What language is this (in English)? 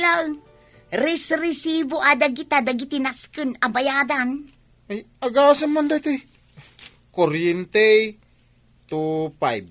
Iloko